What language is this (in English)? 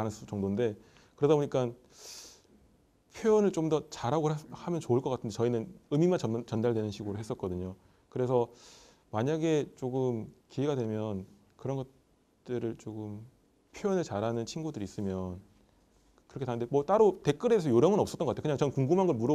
Korean